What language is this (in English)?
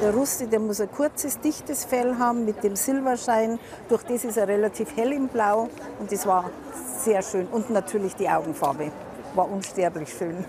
Romansh